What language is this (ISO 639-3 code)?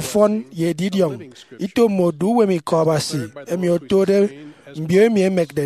efi